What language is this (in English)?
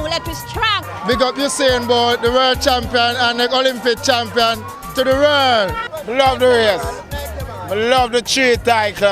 Jamaican Creole English